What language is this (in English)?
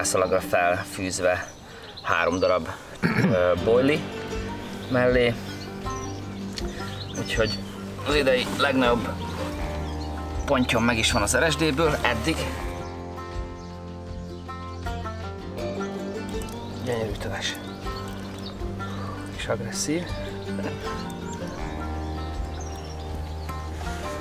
Hungarian